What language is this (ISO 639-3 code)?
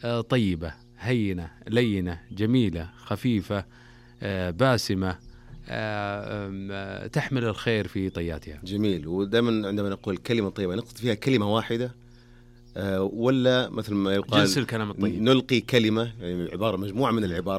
ars